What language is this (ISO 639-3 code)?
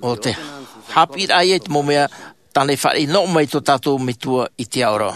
tah